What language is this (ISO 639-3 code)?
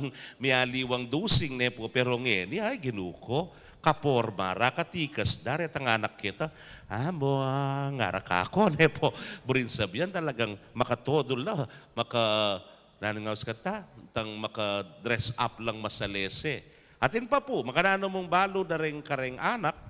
pam